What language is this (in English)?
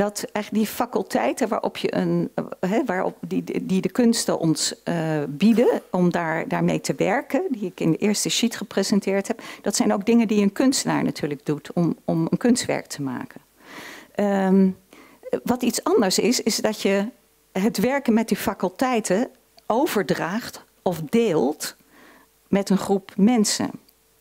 Dutch